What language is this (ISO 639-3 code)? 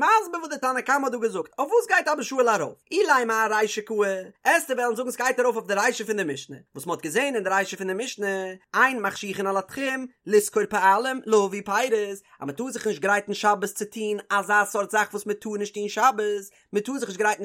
yid